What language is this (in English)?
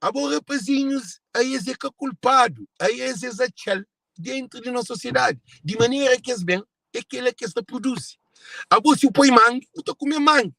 Kabuverdianu